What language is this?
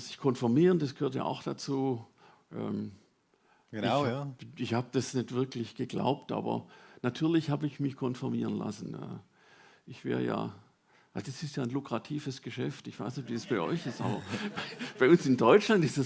Swiss German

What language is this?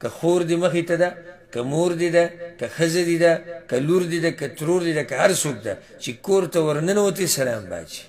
Pashto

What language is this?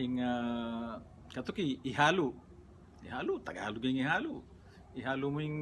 Pampanga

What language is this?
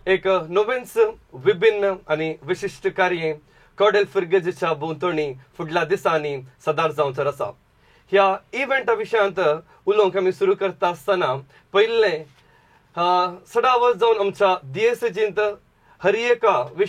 Konkani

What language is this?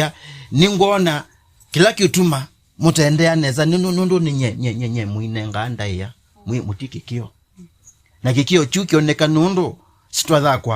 Kamba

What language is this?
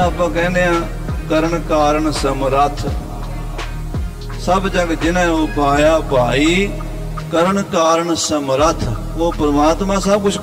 Punjabi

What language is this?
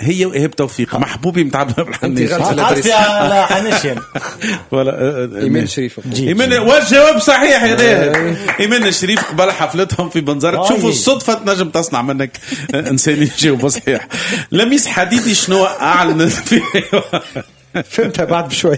Tunisian Arabic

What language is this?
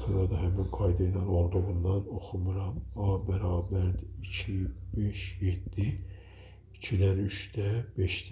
Azerbaijani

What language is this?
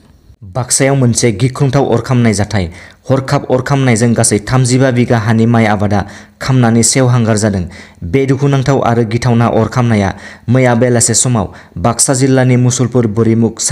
Bodo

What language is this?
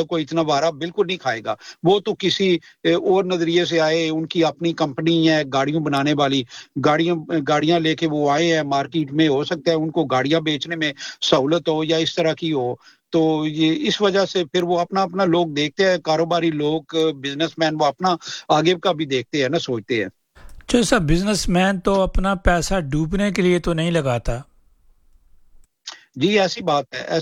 Urdu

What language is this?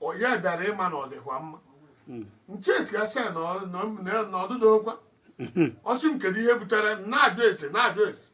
Igbo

